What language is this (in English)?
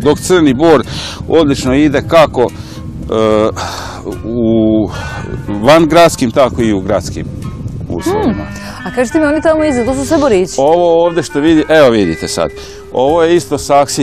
Serbian